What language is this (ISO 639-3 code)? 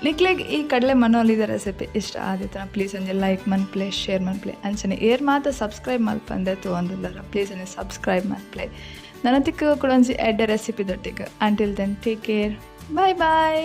tcy